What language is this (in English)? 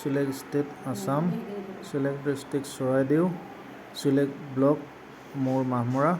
Assamese